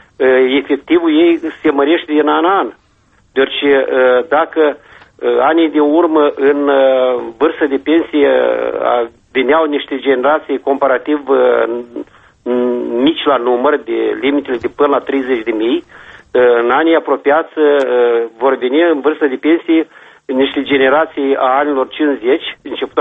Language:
Romanian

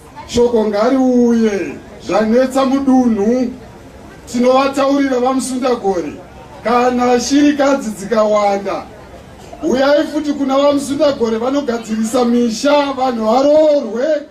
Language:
Shona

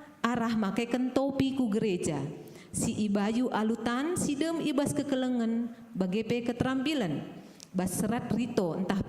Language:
Batak Karo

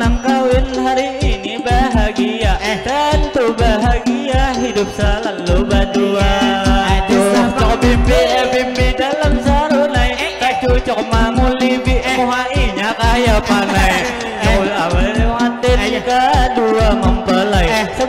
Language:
Banjar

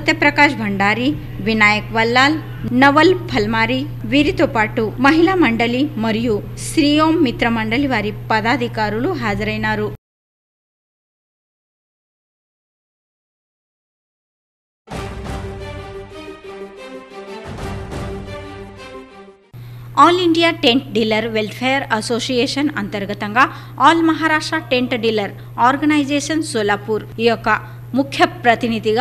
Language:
Telugu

